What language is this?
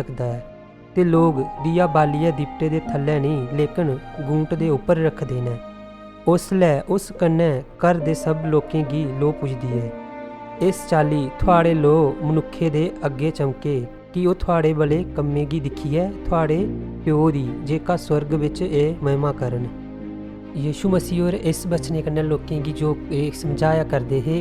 Dogri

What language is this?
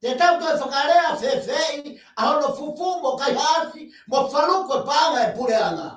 Tongan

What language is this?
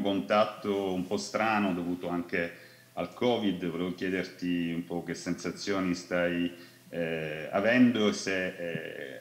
Italian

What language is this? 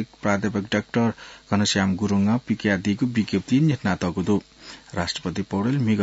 Newari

